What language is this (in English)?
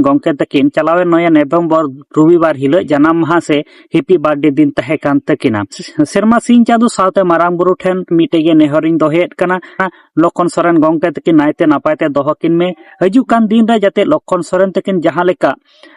Santali